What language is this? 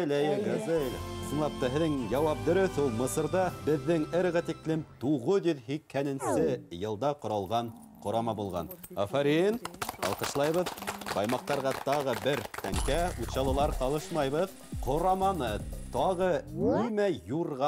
Bashkir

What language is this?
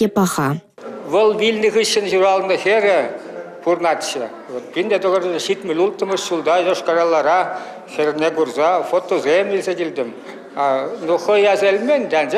Chuvash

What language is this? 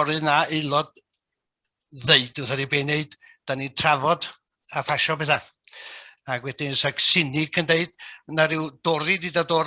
Welsh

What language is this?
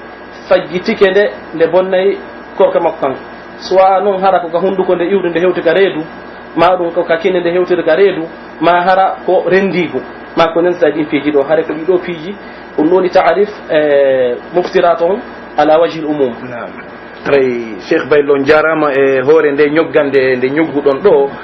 Pular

